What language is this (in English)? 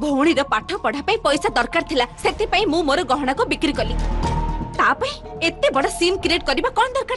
Odia